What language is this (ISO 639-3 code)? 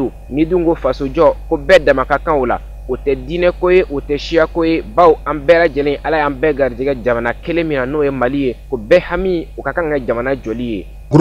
bam